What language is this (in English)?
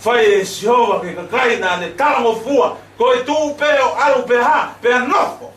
Tongan